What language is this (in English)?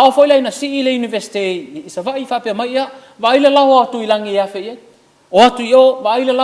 Samoan